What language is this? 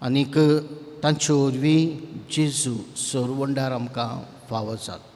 Konkani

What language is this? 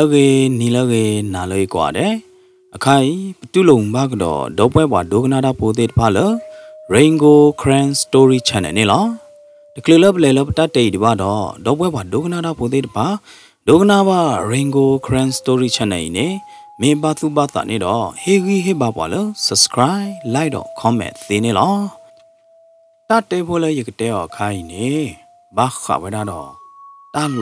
S'gaw Karen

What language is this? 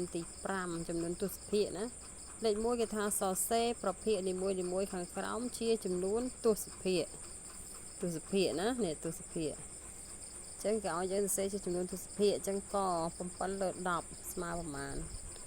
Khmer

